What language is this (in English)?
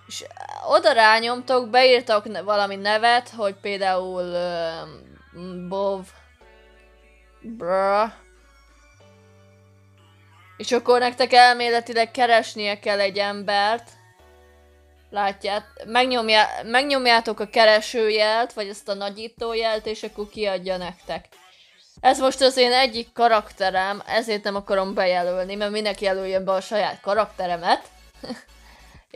Hungarian